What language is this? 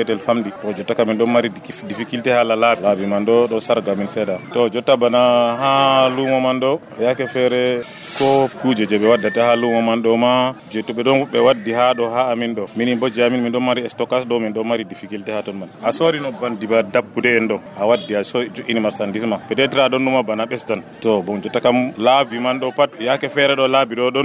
Nigerian Fulfulde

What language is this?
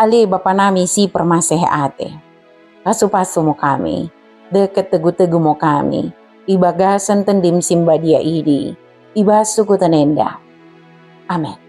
Batak Dairi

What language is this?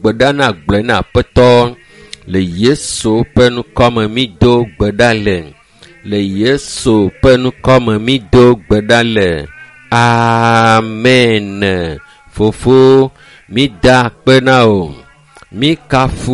Ewe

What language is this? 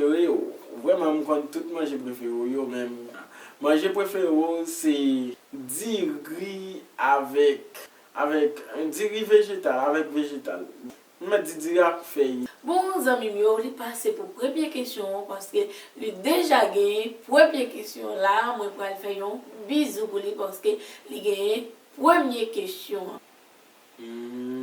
Haitian Creole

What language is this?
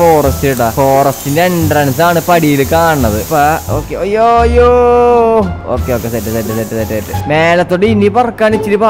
Malayalam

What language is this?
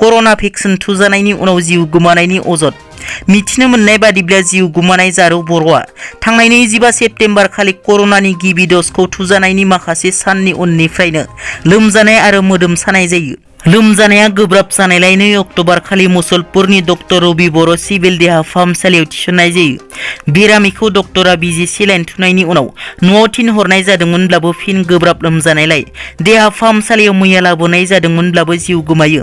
Bodo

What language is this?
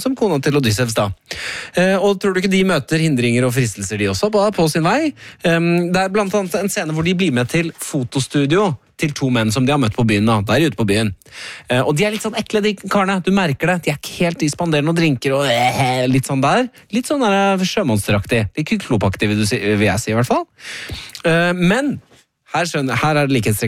Norwegian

